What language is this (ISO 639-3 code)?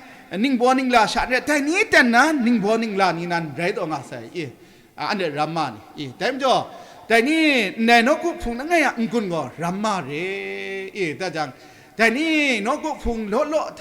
kac